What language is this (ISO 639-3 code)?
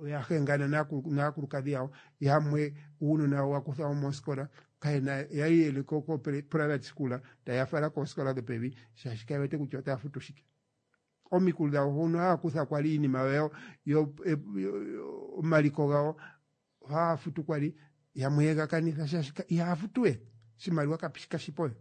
kua